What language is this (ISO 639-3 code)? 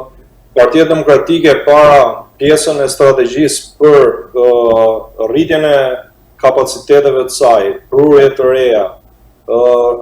sqi